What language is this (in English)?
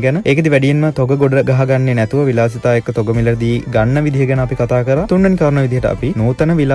Sinhala